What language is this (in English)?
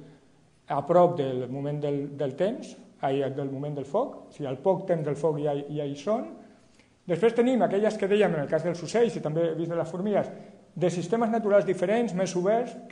Catalan